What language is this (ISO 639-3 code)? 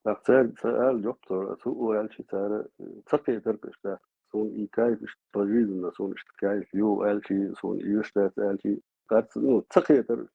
che